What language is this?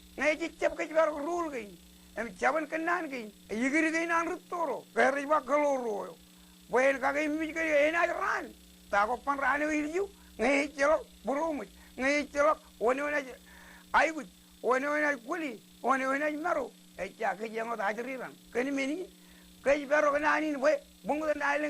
Marshallese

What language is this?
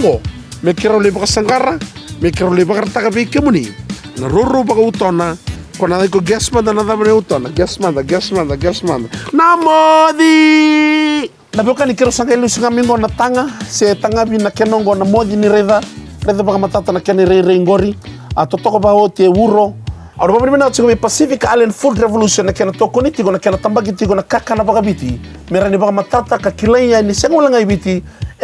Fijian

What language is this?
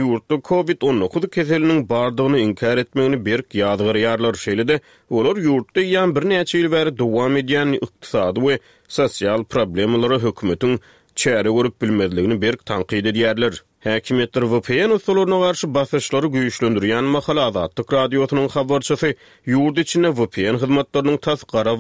Turkmen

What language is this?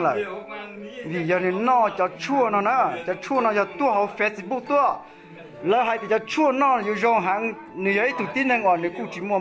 Hmong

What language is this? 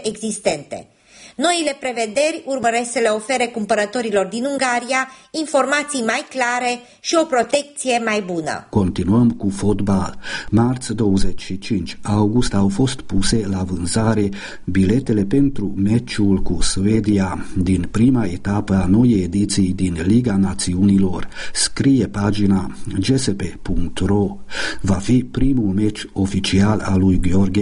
Romanian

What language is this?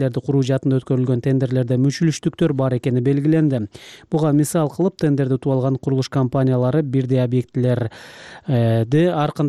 Kyrgyz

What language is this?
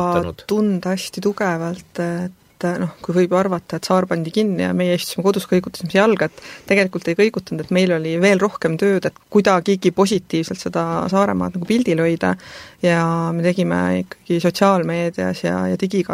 Estonian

